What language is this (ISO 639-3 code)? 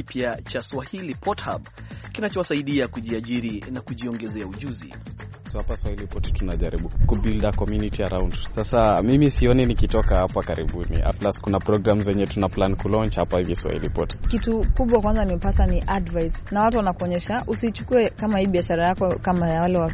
swa